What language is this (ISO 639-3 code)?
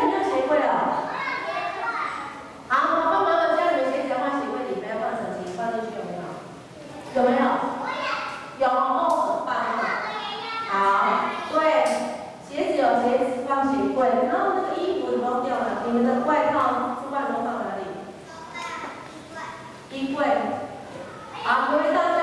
zho